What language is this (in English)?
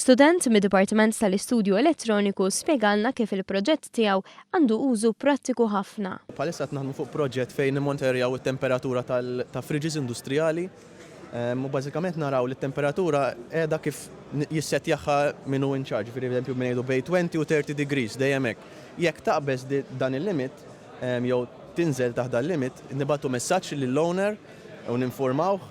Maltese